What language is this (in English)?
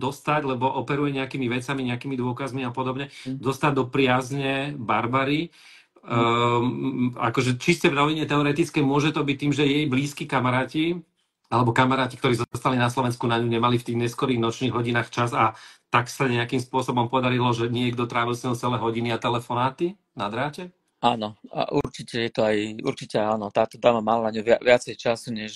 Slovak